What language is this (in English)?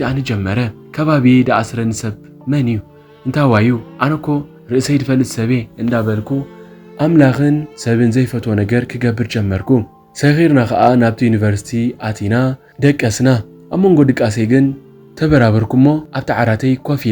Tigrinya